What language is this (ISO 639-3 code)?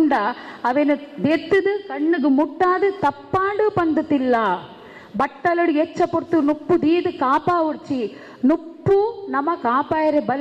tcy